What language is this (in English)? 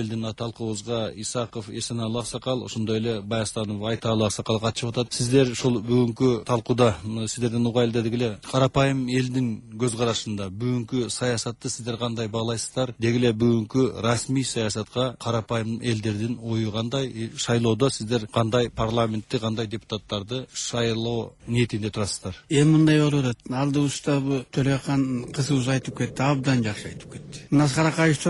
Kyrgyz